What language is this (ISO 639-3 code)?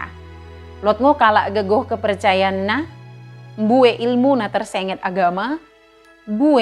btd